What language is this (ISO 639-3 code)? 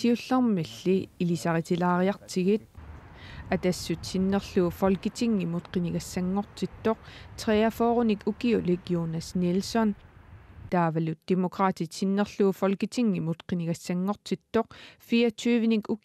kal